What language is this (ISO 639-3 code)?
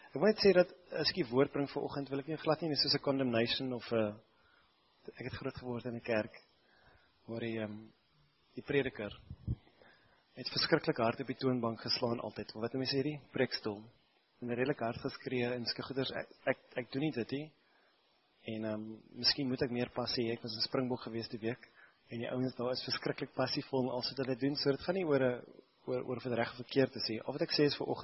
afr